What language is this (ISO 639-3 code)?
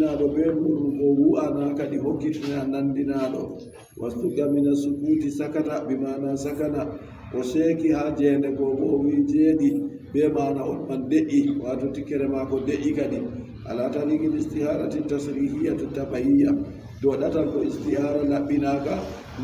fub